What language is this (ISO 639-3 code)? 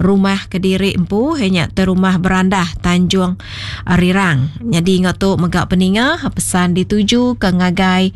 iba